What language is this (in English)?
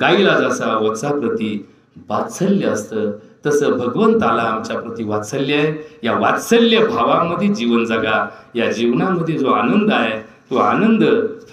Marathi